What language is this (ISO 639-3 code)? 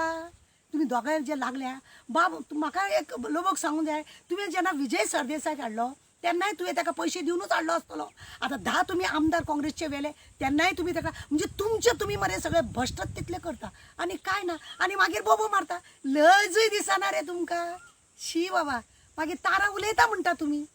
kok